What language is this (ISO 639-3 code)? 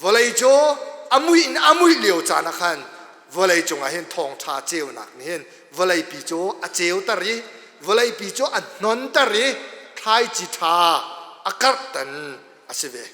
cnh